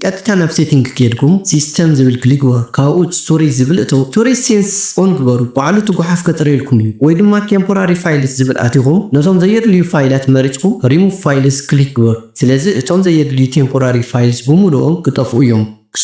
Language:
Tigrinya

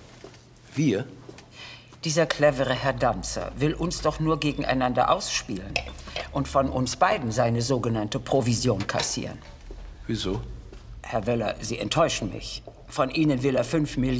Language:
German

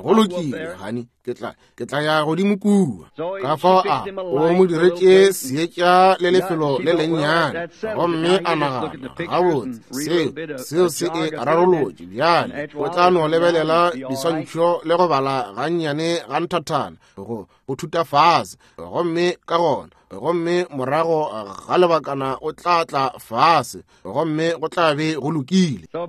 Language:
Northern Sotho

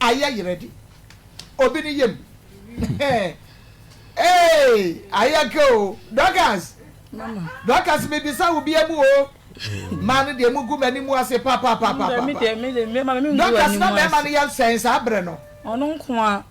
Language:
Akan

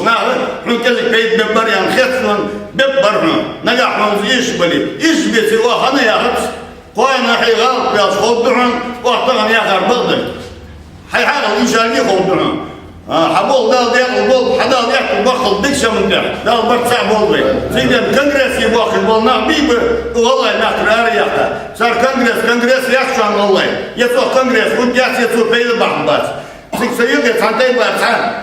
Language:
Ingush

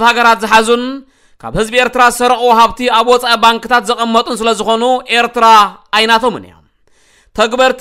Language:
Tigrinya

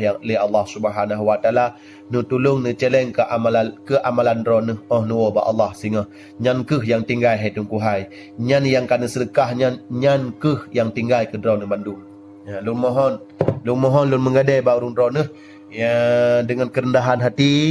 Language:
Achinese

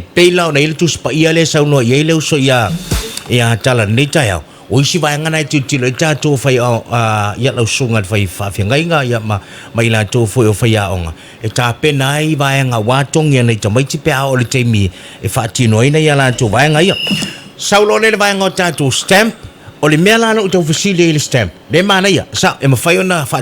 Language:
Samoan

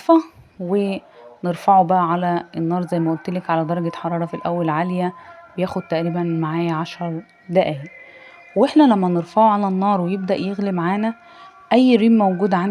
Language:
Egyptian Arabic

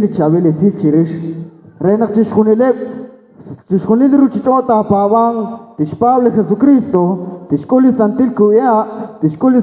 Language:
Kekchí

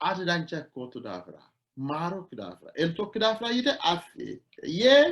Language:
Sidamo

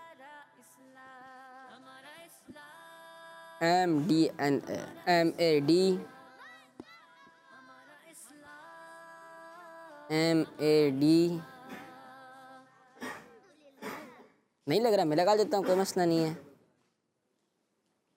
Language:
Hindi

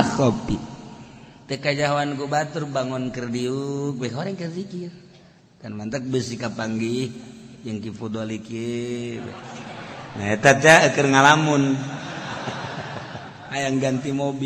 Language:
Sundanese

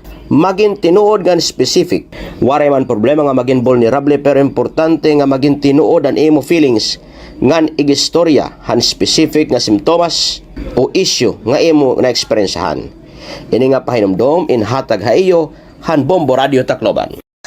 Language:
Waray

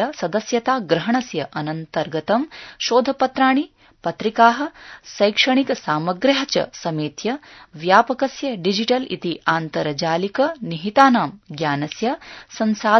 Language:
Sanskrit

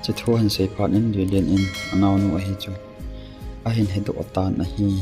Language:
Thado Chin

